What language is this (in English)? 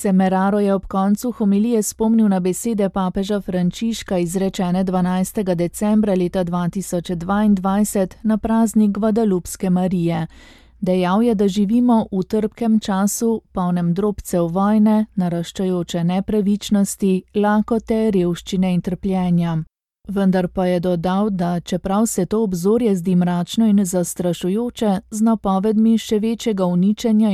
Slovenian